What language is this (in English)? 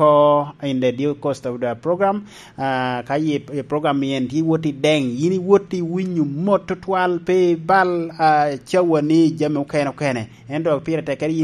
Lango (Uganda)